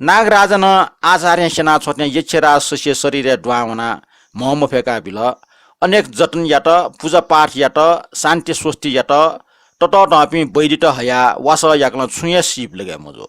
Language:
Newari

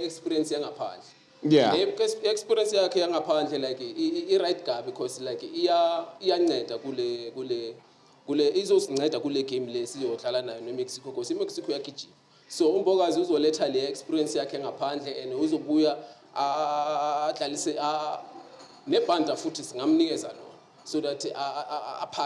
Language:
Zulu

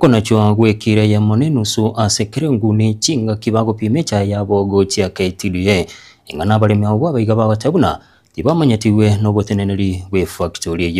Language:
Gusii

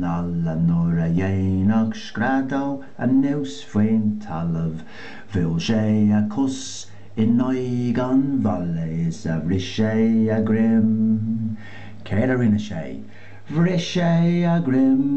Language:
Irish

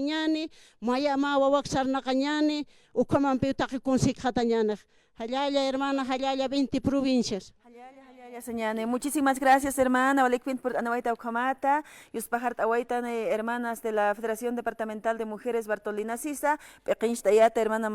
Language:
Aymara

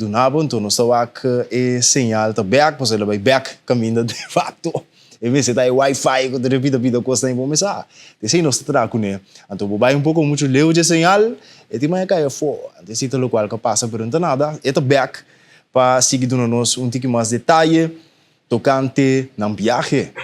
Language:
Papiamento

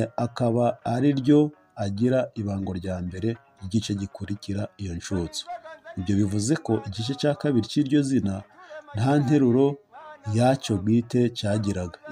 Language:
Kinyarwanda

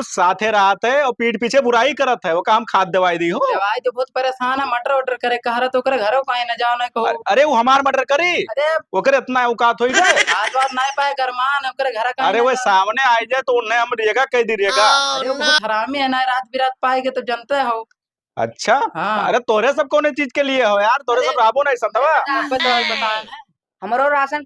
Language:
Awadhi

